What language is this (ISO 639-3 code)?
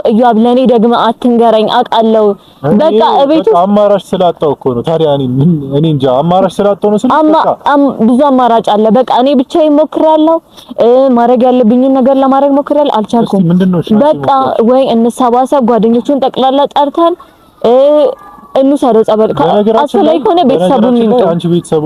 amh